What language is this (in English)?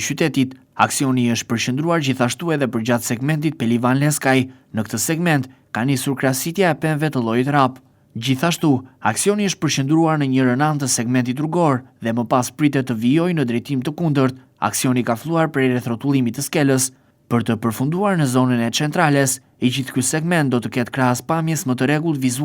Albanian